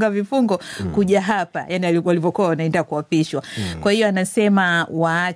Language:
Swahili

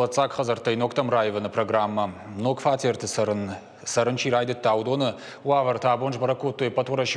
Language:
Ossetic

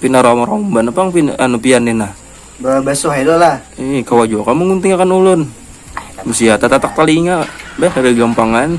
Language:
Banjar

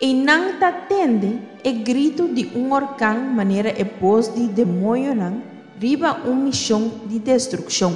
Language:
Papiamento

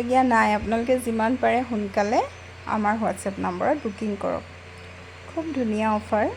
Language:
Assamese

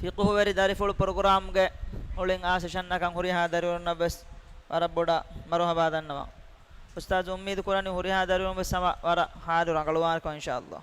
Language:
Divehi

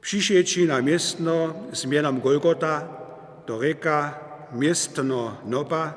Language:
Upper Sorbian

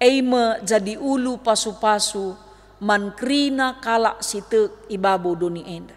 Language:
Batak Karo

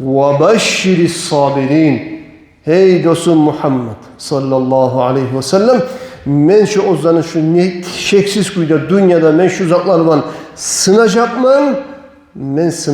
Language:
Kumyk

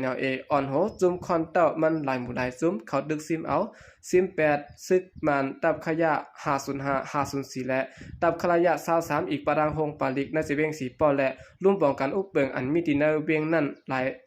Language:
Shan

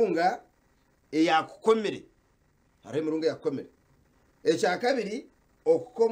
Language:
Nyankole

